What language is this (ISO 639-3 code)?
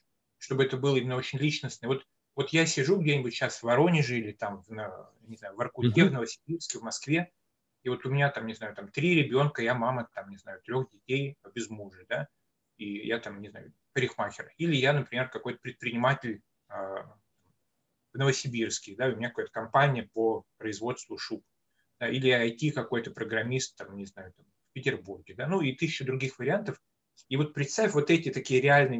rus